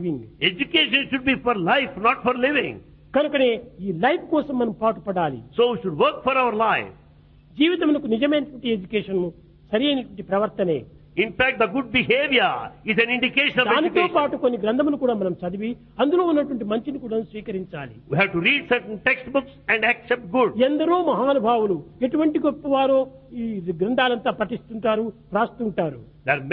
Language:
Telugu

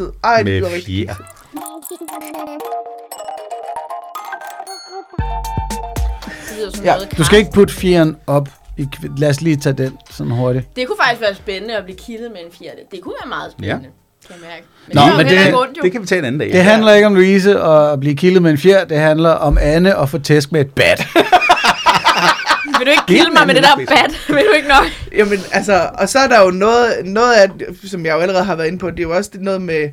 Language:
Danish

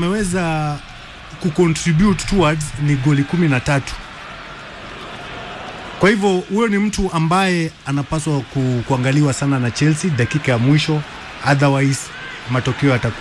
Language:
Swahili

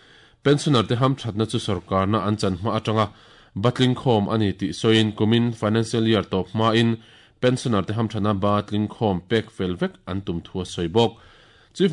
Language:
Mizo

